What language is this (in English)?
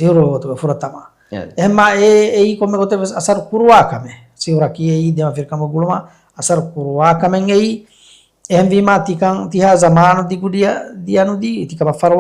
Divehi